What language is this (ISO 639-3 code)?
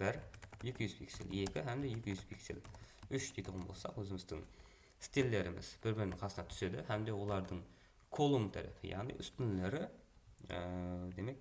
kaa